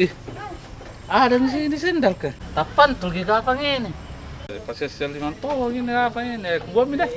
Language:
Makassar Malay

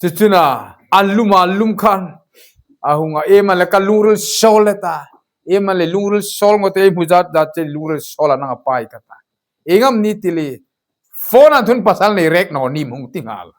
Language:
Hmar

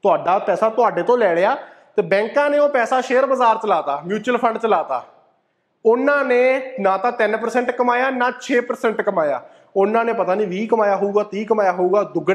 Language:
Punjabi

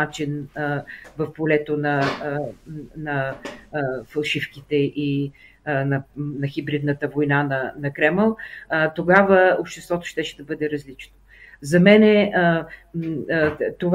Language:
Bulgarian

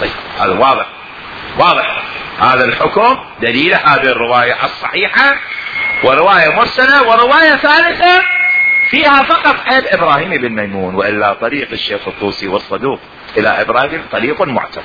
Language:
Mesopotamian Arabic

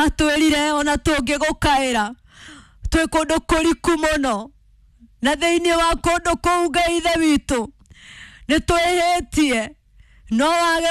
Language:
Kikuyu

